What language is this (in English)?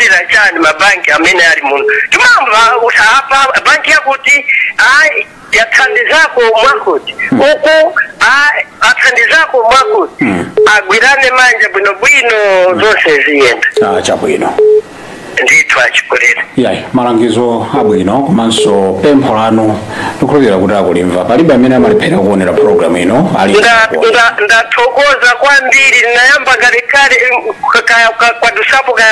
Nyanja